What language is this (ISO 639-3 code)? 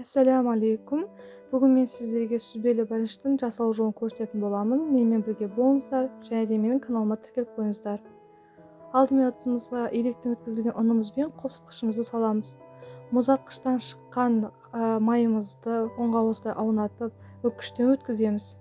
kaz